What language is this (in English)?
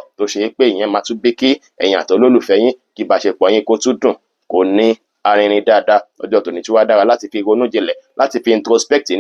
Yoruba